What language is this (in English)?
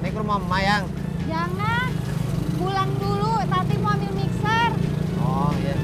Betawi